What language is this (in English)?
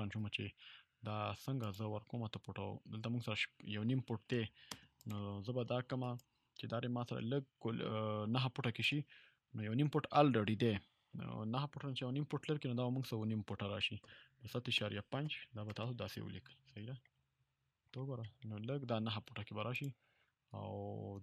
Pashto